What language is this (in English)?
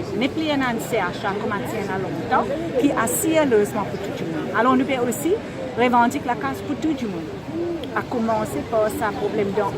Morisyen